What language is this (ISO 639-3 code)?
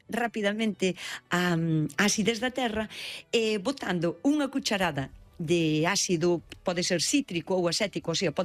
glg